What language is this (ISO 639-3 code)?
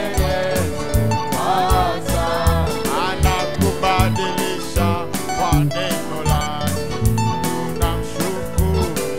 swa